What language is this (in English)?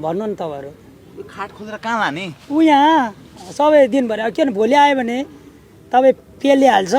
Nepali